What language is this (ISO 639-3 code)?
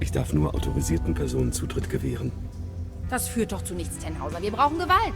bar